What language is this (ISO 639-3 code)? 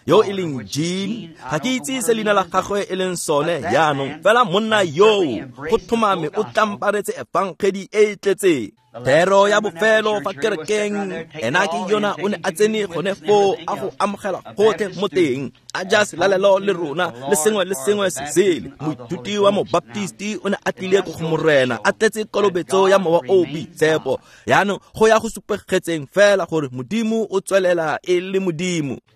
tsn